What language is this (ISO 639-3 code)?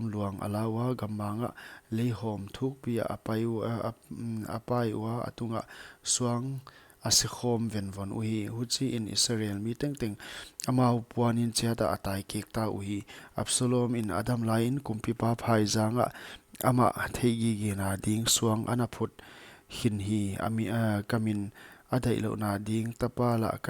pck